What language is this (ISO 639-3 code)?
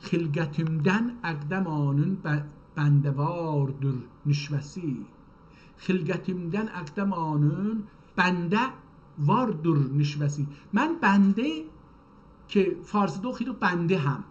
azb